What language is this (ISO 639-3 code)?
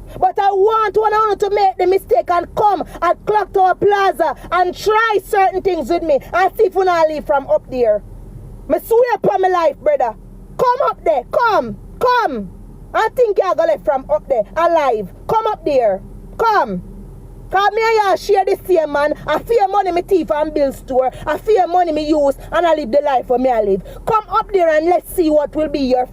jam